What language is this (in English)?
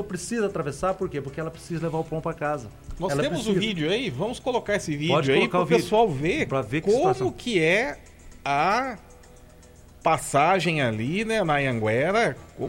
Portuguese